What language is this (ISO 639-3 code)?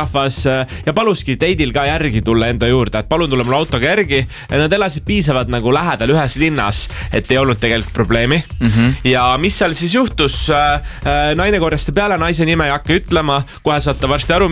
est